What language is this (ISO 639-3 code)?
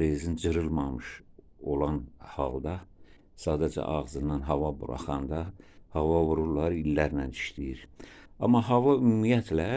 aze